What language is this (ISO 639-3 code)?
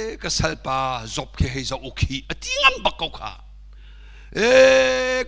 cnh